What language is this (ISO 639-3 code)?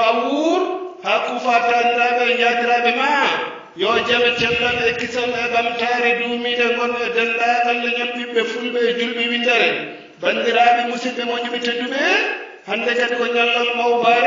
ful